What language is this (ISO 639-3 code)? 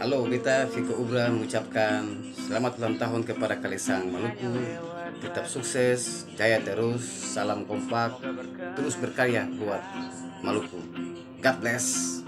abs